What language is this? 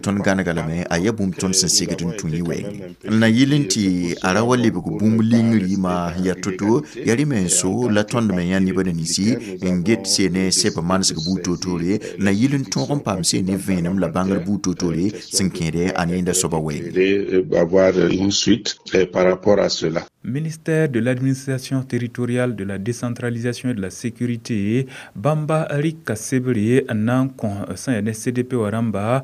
Mossi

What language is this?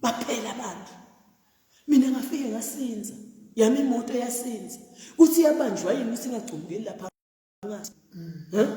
Zulu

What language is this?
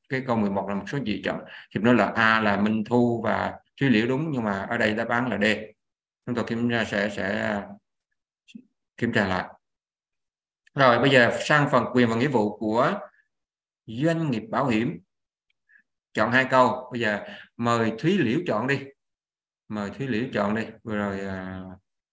Vietnamese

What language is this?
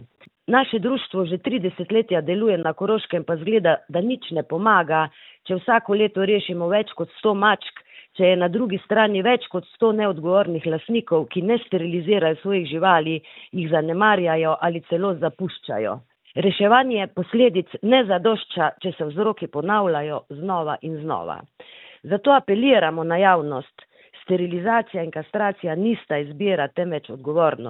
Slovenian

